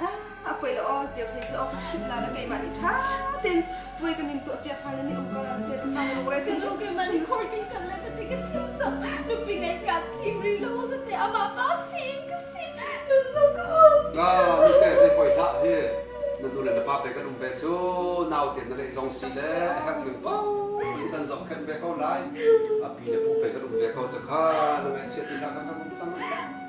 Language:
Hakha Chin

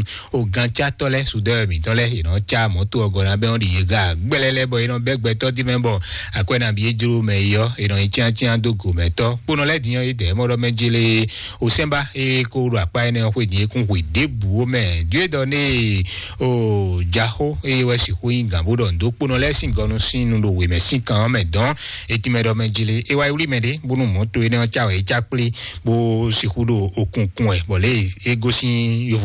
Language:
Fon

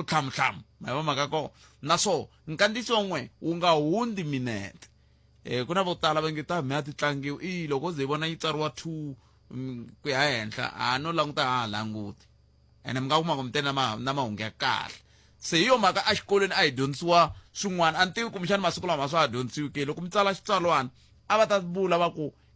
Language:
Tsonga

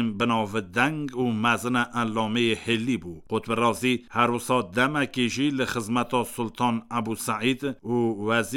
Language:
Kurdish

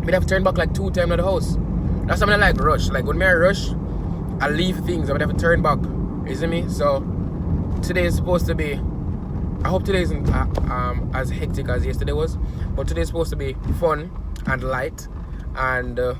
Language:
Jamaican Creole English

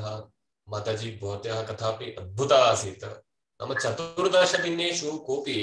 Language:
Sanskrit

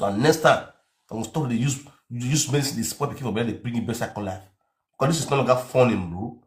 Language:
Nigerian Pidgin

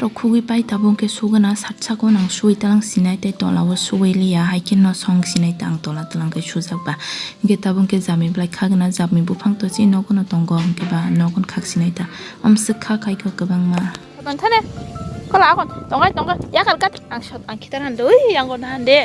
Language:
Kok Borok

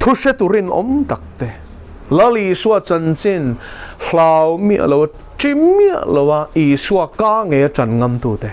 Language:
Mizo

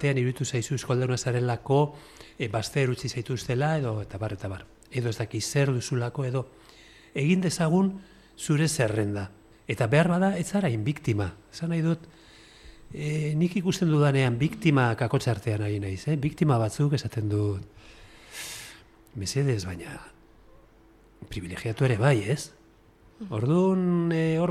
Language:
Basque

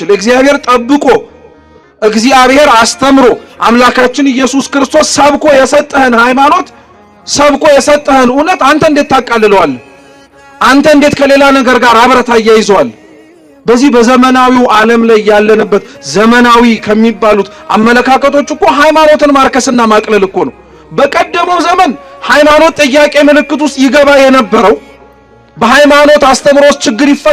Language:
Amharic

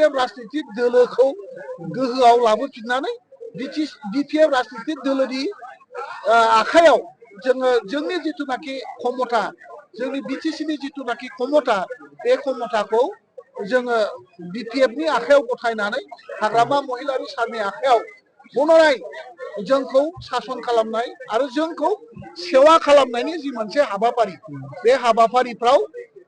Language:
Bodo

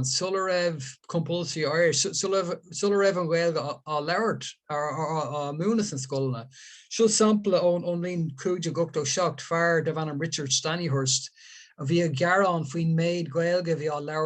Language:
Irish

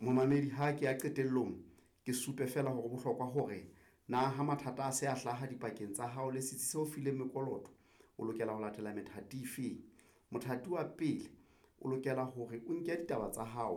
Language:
Southern Sotho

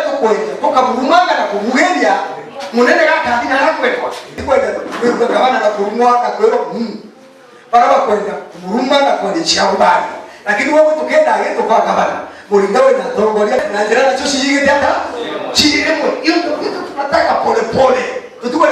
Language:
Meru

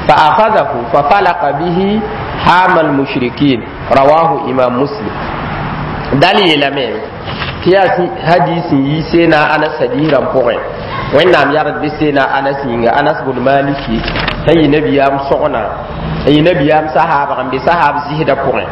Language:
Mossi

